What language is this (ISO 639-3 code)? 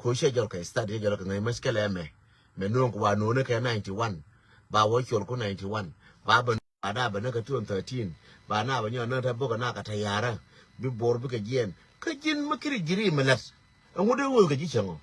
nus